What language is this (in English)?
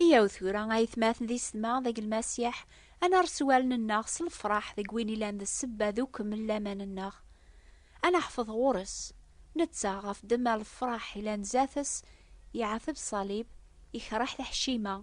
Kabyle